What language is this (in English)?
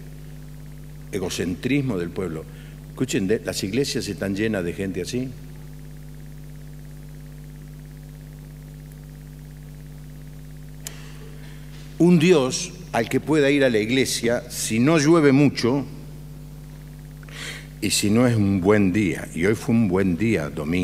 Spanish